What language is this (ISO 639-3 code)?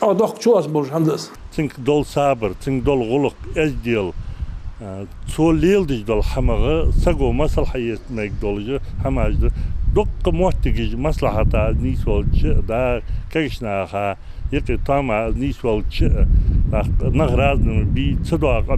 inh